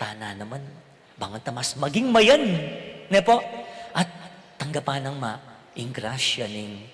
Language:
Pampanga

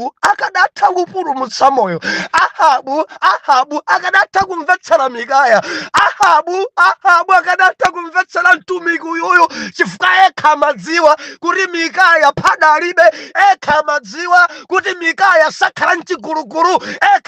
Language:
Nyanja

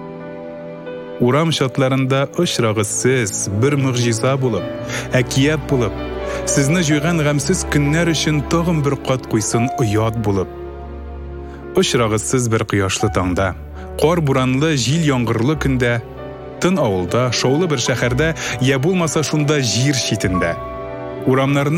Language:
Tatar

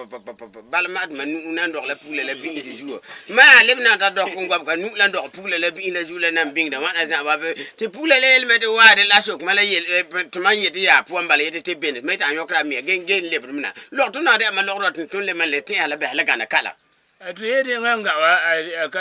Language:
Frafra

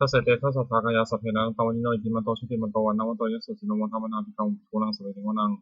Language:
Pali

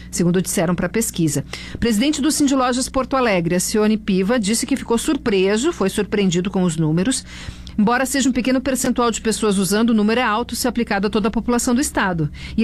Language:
Portuguese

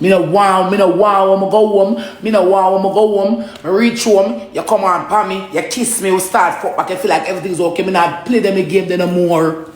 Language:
Jamaican Creole English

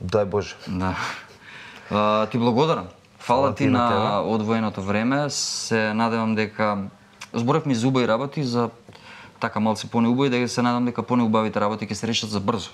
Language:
Macedonian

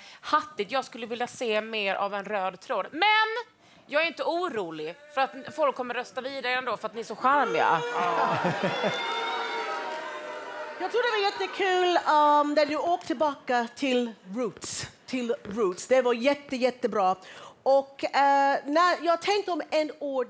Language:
Swedish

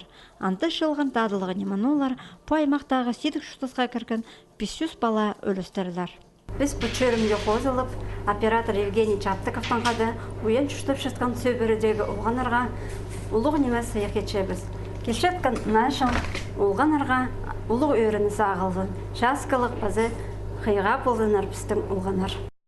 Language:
Khakas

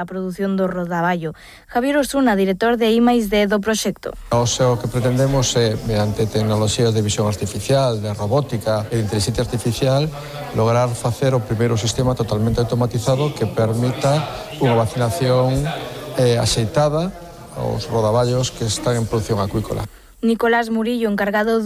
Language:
Galician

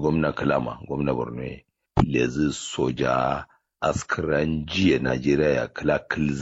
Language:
Kanuri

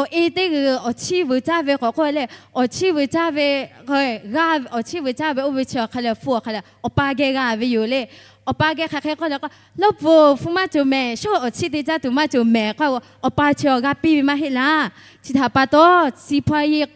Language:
Lahu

